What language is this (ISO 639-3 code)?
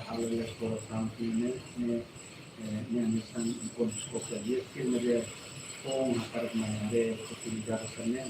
tet